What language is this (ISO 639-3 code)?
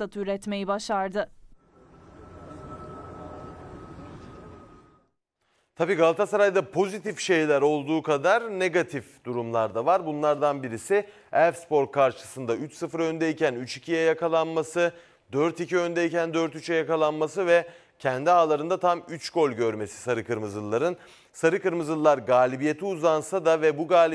tur